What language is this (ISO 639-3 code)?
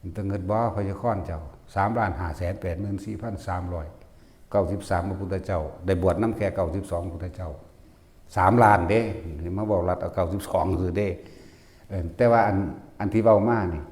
tts